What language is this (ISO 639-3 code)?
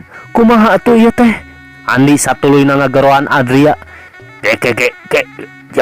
sun